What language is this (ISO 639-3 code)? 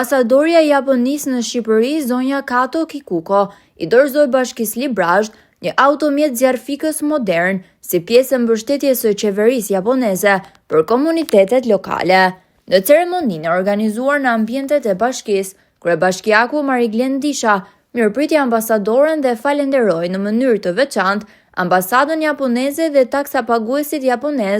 sqi